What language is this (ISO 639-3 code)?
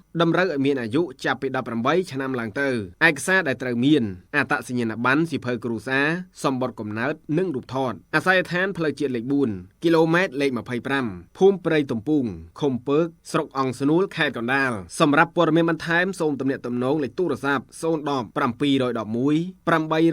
khm